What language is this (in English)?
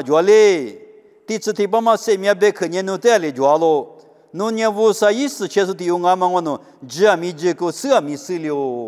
Lisu